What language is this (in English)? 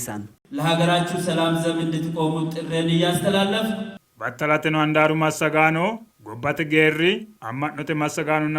Sidamo